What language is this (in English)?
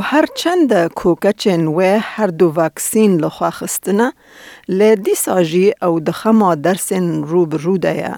Kurdish